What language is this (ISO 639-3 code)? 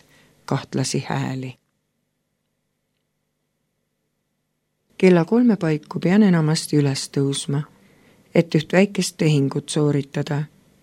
est